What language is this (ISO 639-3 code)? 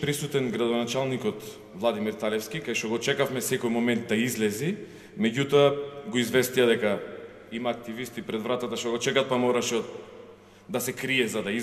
mkd